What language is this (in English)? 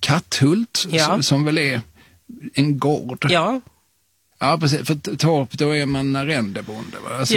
Swedish